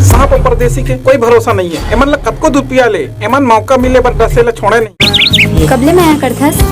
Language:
Chhattisgarhi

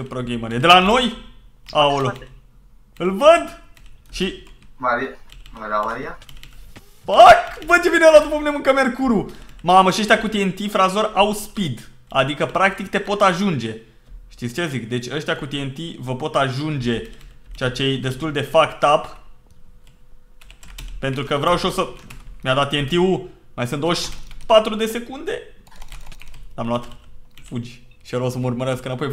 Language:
Romanian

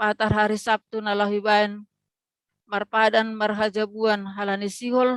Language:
Batak Simalungun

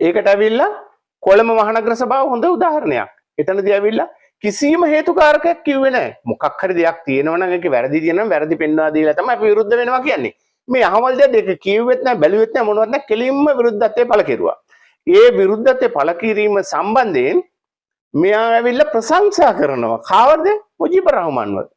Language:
Sinhala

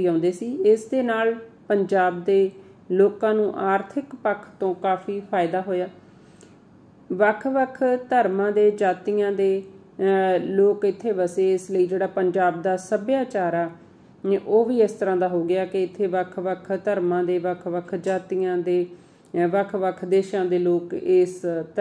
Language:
Punjabi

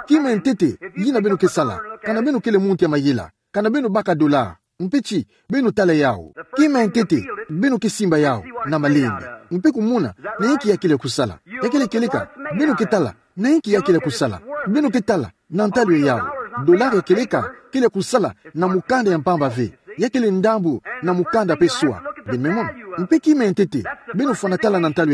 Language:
Kituba (Democratic Republic of Congo)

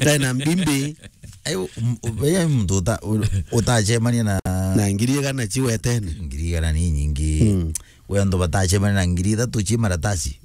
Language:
Meru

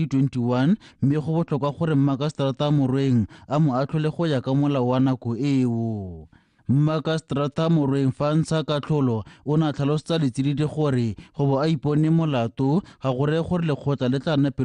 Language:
Tswana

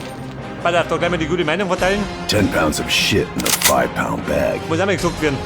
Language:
Bavarian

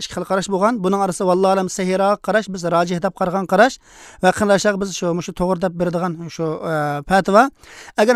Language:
Uyghur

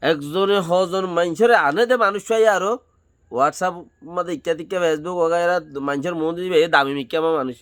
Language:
Rohingya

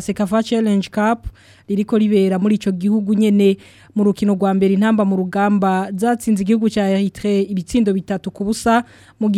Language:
Rundi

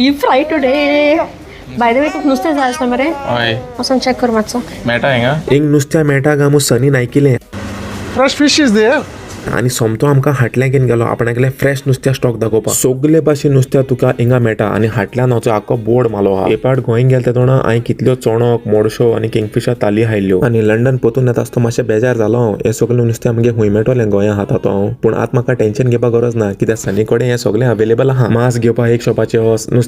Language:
Konkani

